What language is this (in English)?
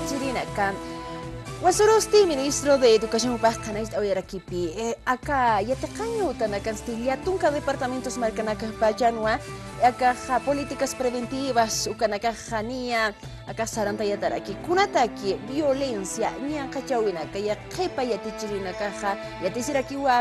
Aymara